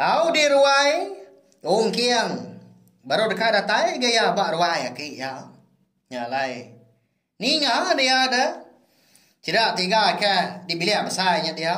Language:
Iban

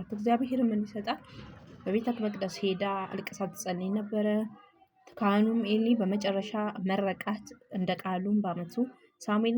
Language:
Amharic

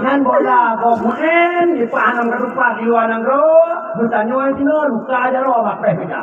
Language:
Achinese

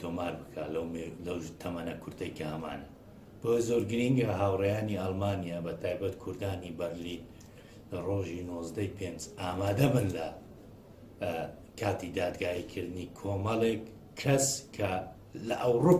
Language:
Central Kurdish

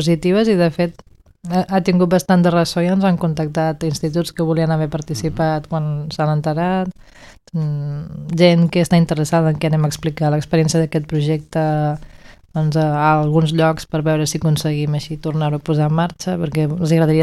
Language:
Catalan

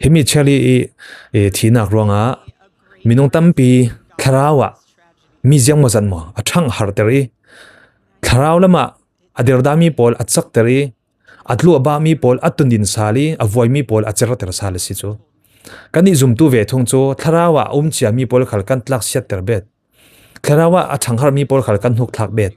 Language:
Falam Chin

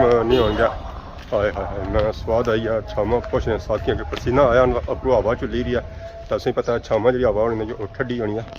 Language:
Pahari-Potwari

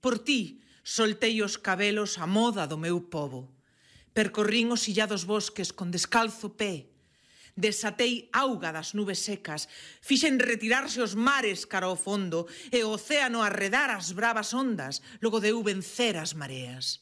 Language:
Galician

